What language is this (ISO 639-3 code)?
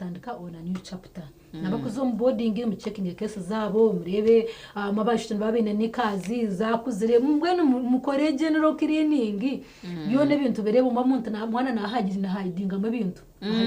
nyn